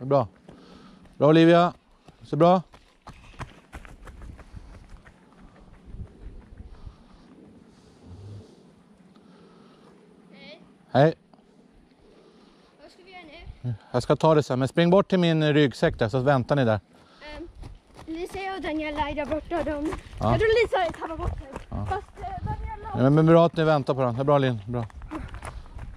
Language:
Swedish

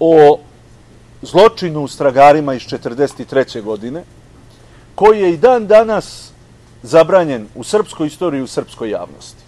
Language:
Serbian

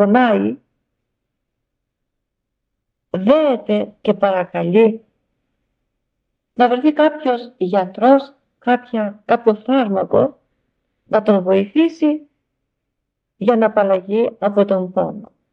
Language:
Greek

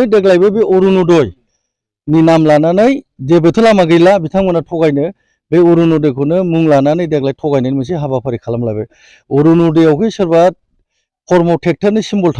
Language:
Bodo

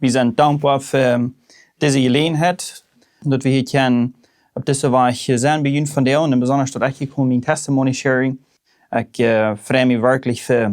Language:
Plautdietsch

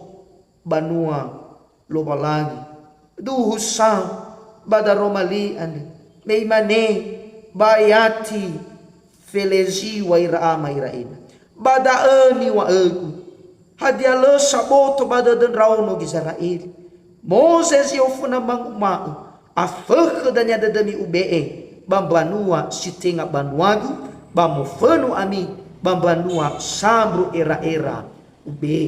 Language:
Nias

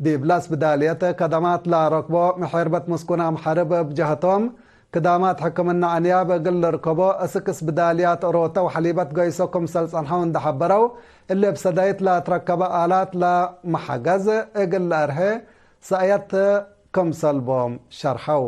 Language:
Tigre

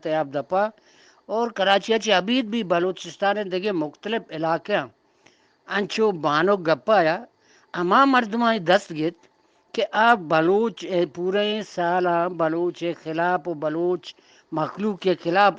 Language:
Eastern Balochi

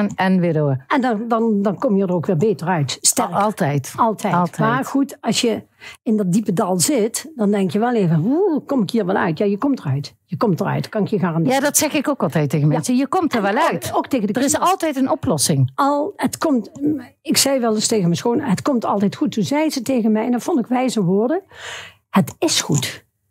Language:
Dutch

